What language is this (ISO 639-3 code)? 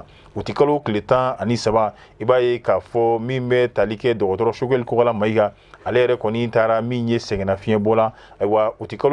bam